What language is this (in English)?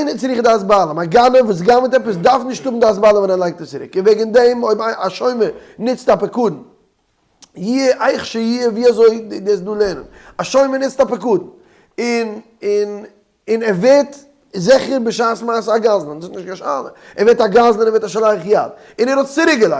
Yiddish